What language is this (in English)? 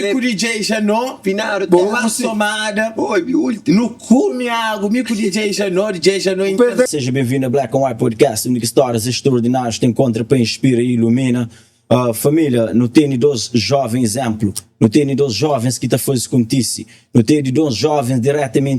Kabuverdianu